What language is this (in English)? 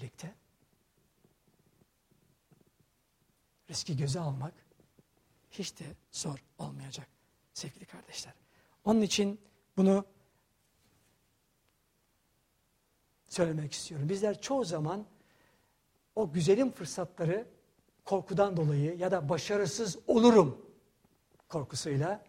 Turkish